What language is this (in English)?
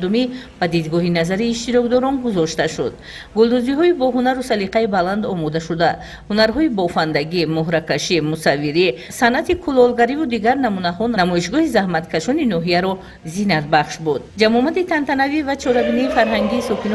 Tajik